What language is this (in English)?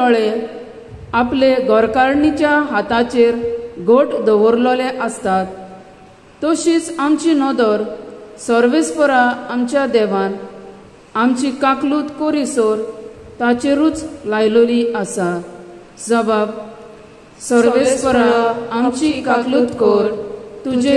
Konkani